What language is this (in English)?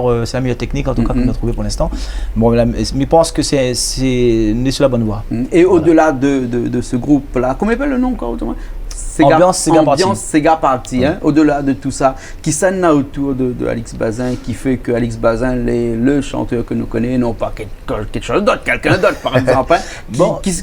Réunion Creole French